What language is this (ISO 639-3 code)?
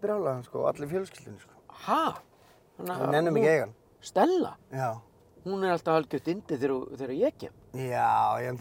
isl